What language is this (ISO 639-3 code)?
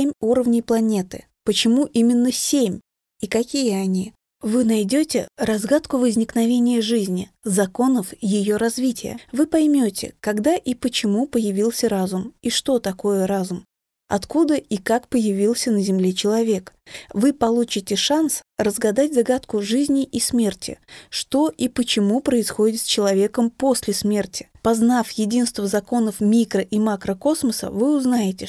rus